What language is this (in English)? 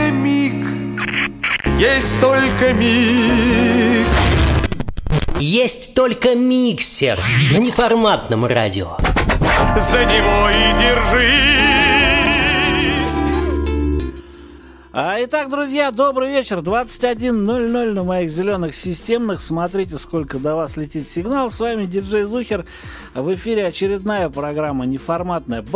Russian